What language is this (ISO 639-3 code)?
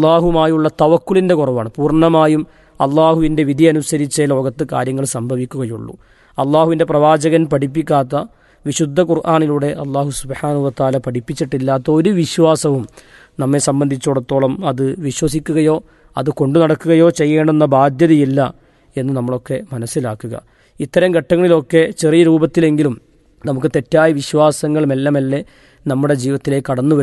mal